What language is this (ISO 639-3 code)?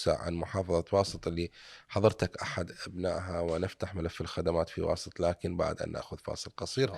acm